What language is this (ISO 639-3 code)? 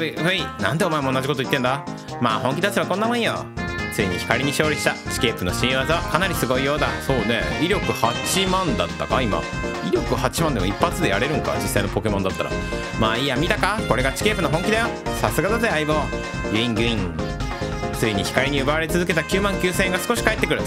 jpn